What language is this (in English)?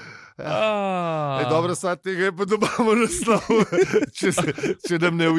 Slovenian